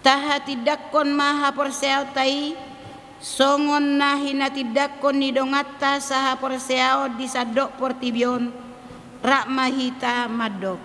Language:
Batak Toba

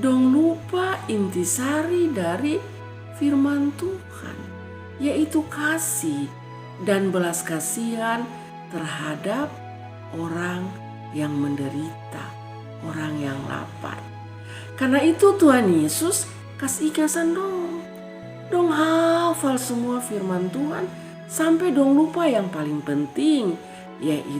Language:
Kupang Malay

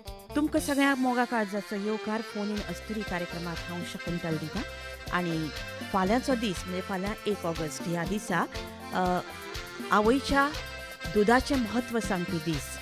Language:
Konkani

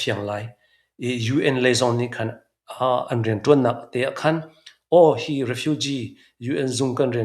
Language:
Hakha Chin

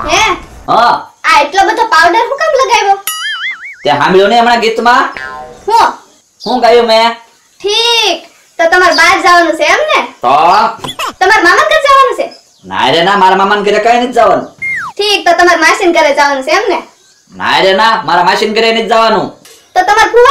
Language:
Gujarati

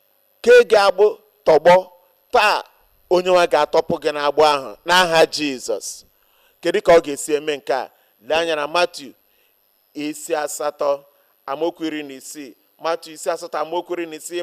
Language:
Igbo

